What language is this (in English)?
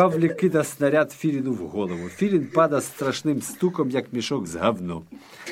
Ukrainian